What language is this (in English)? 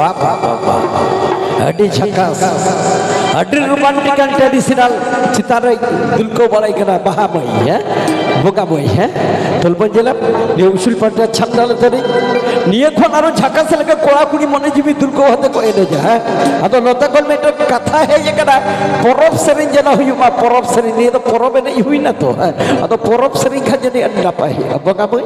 Santali